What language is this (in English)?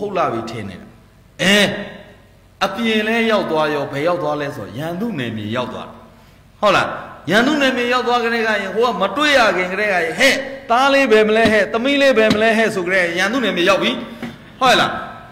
Burmese